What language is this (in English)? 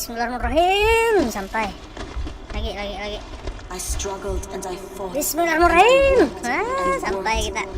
Banjar